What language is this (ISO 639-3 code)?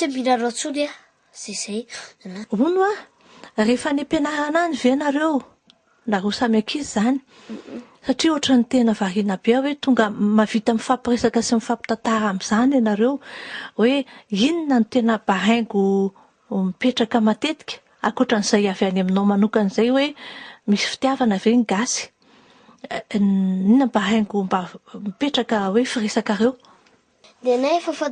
mlg